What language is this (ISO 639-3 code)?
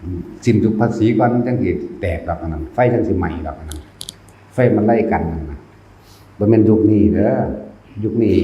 tts